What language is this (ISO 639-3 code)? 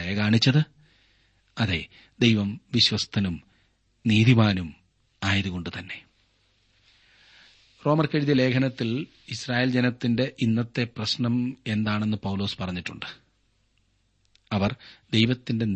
mal